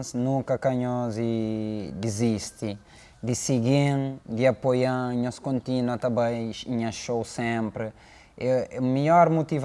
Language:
Kabuverdianu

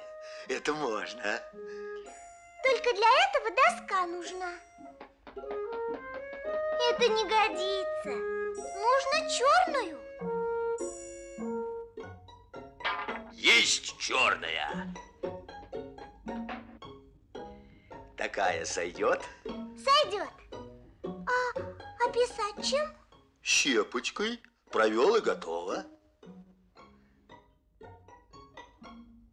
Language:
Russian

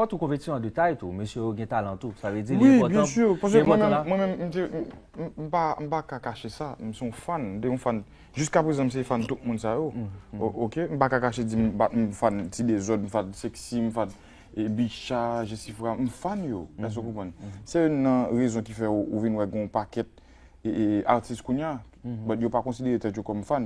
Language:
Haitian Creole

